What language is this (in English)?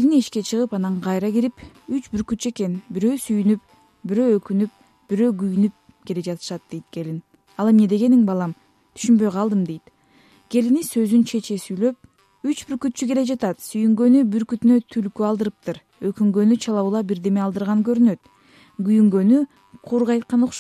Kyrgyz